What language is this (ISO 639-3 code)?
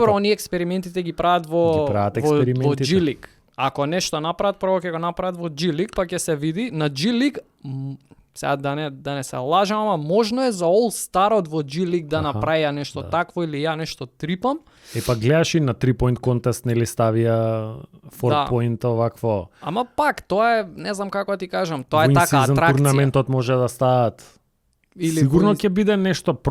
mkd